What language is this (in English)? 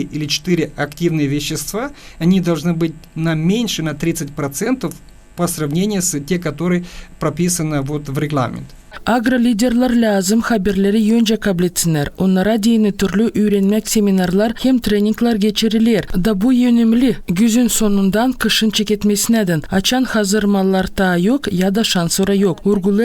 Gagauz